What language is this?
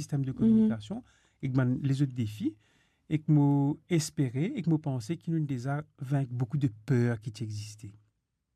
Morisyen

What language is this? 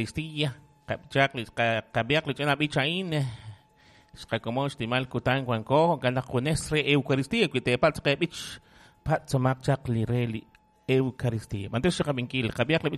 Kekchí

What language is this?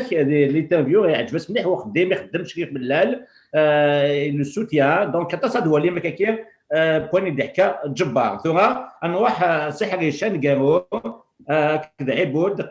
Kabyle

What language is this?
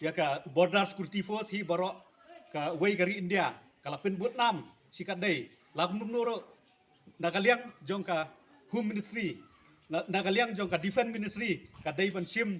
Khasi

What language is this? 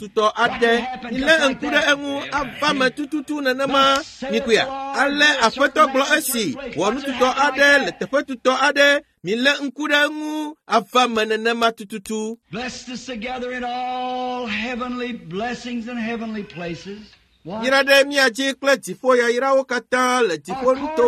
Ewe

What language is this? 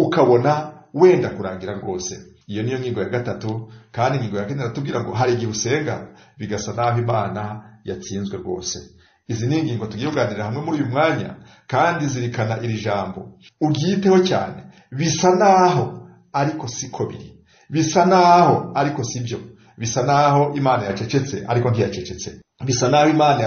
Kinyarwanda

